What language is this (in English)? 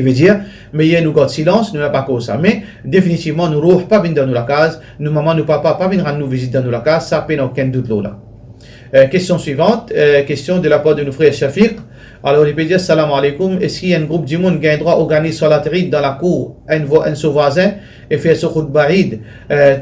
Morisyen